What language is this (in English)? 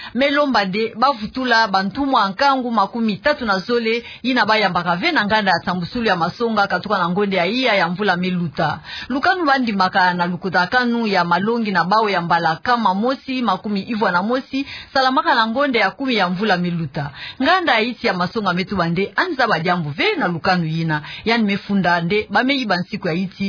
Kituba (Democratic Republic of Congo)